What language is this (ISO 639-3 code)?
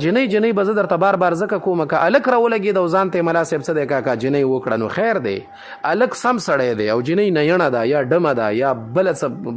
pus